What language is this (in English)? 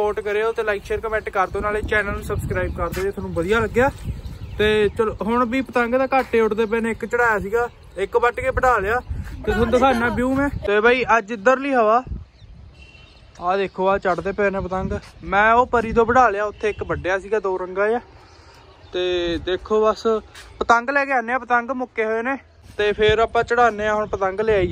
Punjabi